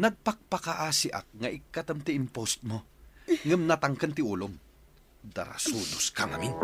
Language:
Iloko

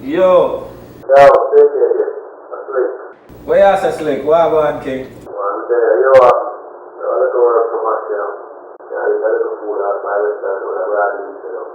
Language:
Jamaican Creole English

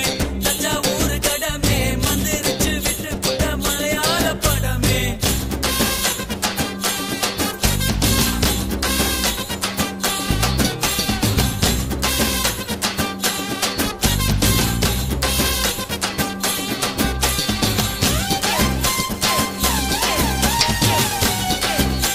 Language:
Tamil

